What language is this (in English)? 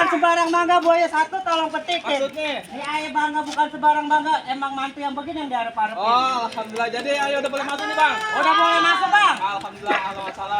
Betawi